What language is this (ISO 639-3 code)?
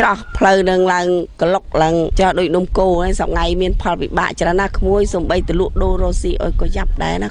khm